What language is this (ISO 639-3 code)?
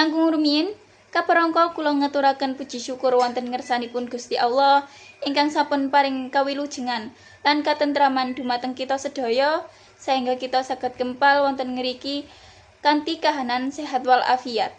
jav